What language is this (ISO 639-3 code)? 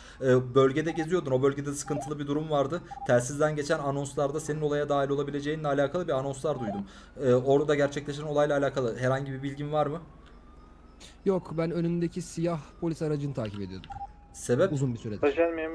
tur